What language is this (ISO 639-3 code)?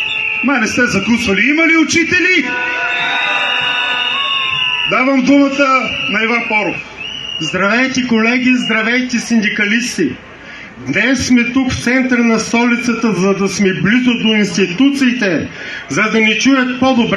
bul